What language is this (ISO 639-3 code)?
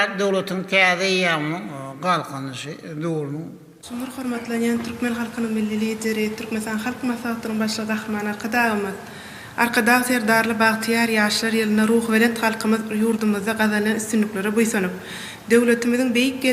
tuk